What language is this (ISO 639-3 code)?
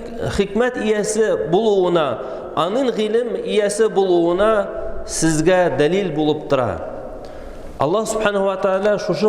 tat